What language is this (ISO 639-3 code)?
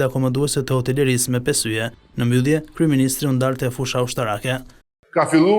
sqi